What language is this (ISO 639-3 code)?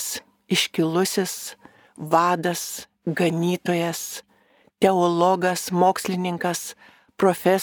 lit